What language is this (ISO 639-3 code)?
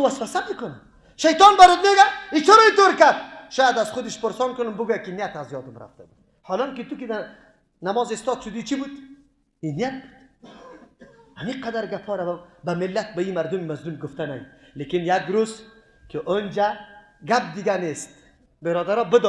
fas